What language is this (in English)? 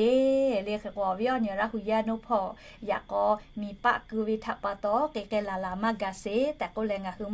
Lahu